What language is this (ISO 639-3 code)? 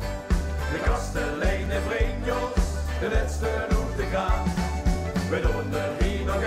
lim